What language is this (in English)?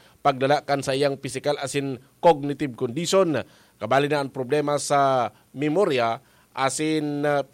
Bikol